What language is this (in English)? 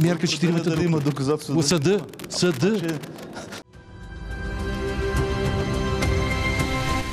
Bulgarian